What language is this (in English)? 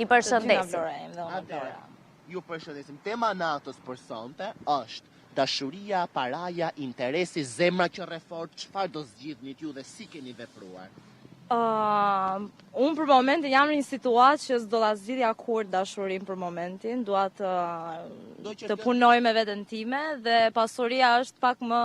Albanian